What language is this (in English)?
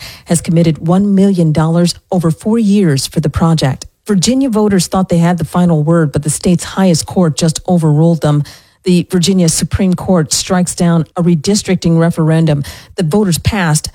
English